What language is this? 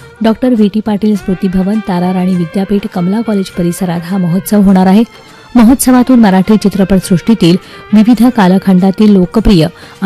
Marathi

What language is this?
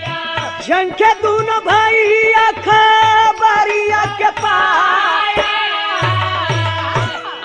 Bhojpuri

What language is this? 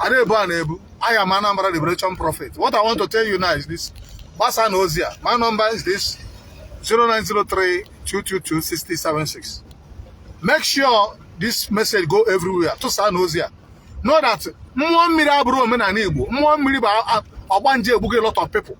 Igbo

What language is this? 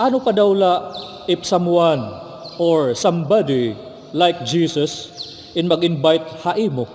Waray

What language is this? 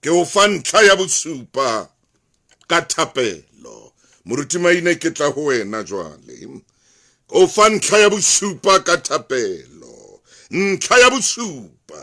Southern Sotho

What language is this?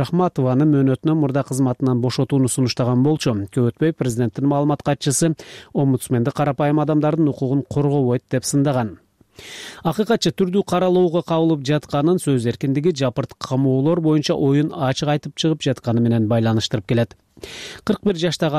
Kyrgyz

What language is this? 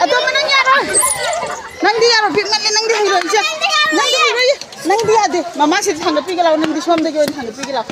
Manipuri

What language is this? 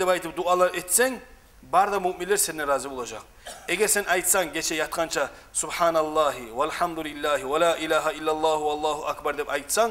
Kumyk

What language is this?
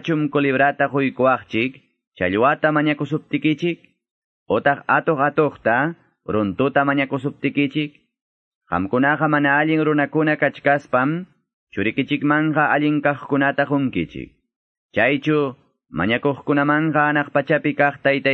Quechua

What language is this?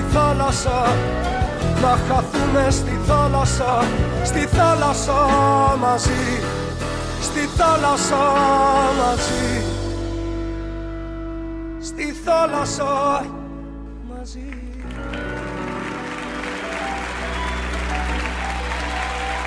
Greek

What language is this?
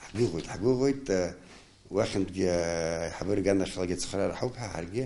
Abkhazian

